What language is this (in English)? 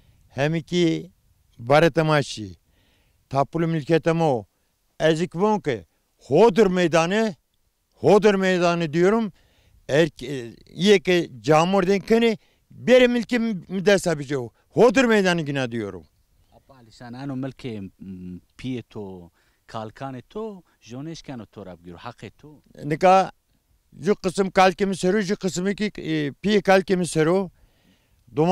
Zaza